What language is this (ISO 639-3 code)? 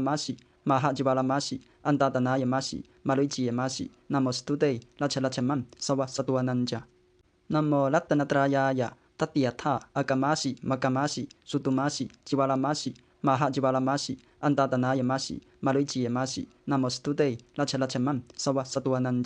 pli